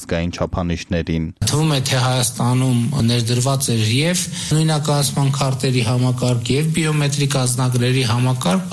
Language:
Armenian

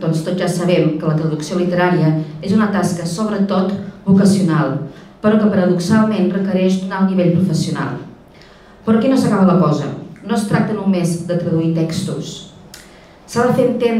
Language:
Catalan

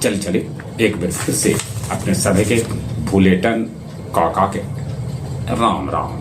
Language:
Magahi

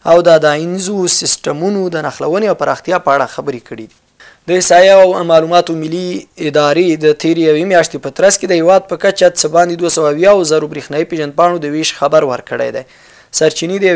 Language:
Pashto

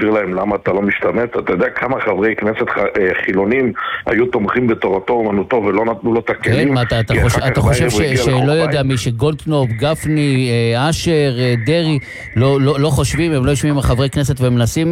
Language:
Hebrew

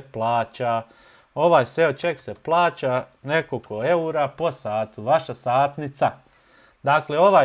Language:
Bosnian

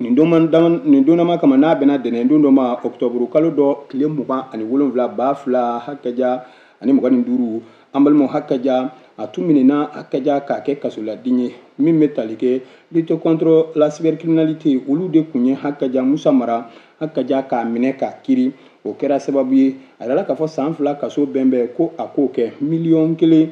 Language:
Bambara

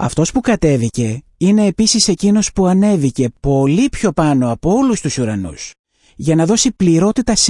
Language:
Greek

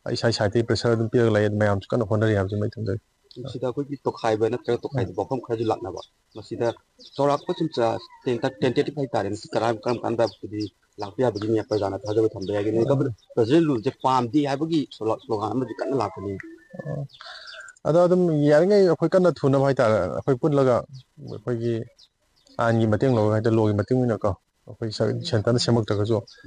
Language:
Manipuri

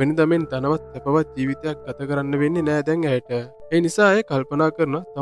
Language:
Sinhala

